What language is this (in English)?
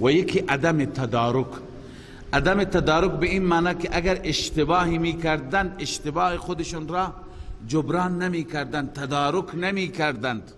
Persian